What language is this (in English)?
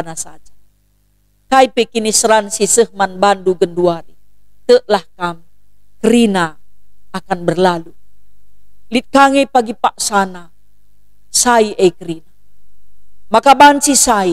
Batak Karo